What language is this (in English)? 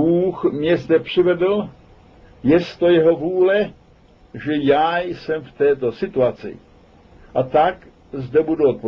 Czech